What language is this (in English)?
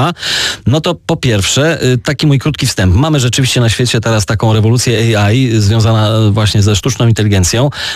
Polish